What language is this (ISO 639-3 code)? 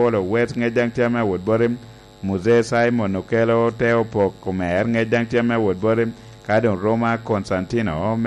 laj